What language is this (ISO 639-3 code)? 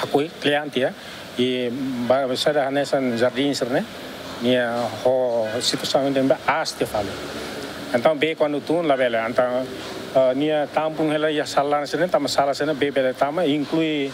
tet